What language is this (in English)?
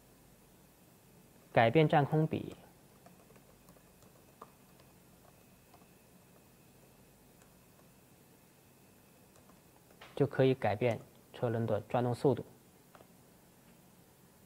Chinese